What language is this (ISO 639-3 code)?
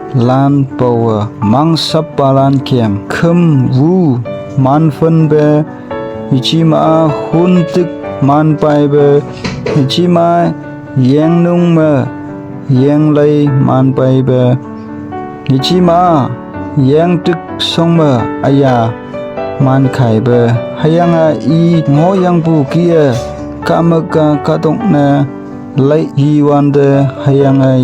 nbe